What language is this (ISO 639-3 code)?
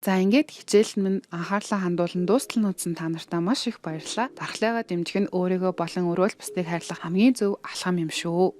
mon